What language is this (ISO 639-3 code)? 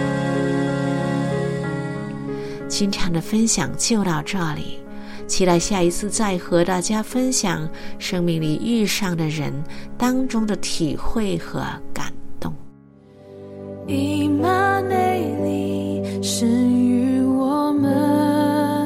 zho